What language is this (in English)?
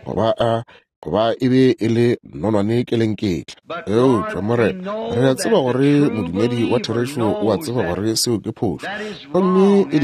Northern Sotho